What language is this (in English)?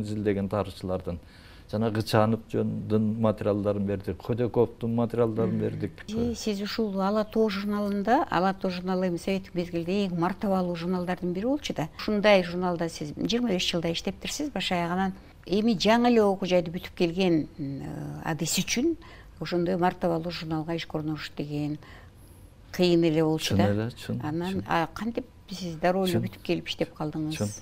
Kyrgyz